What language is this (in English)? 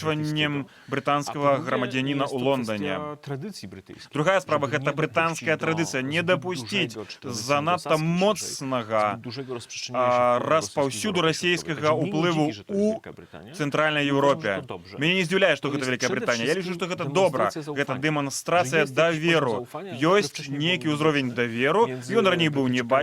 Belarusian